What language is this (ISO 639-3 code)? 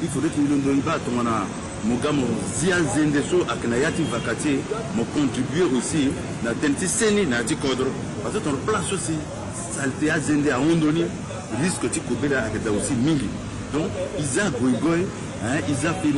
sag